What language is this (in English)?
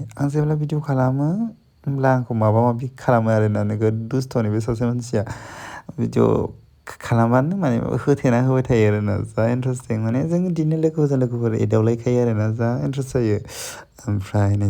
Bodo